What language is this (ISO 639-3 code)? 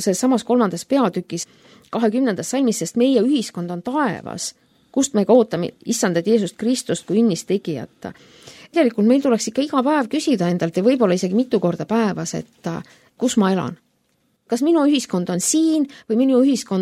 est